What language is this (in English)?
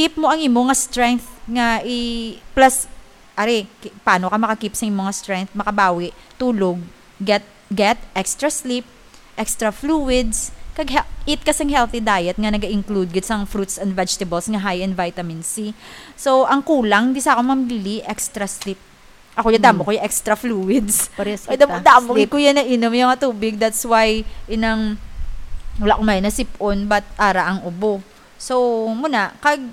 Hiligaynon